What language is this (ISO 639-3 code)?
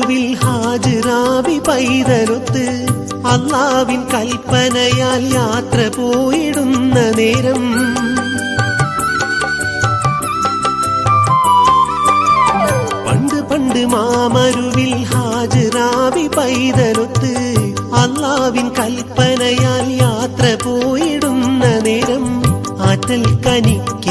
mal